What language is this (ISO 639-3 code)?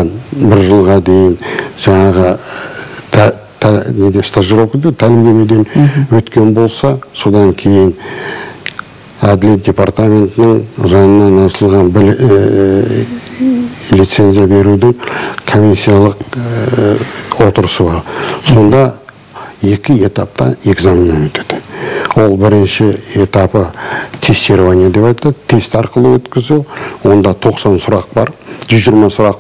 kaz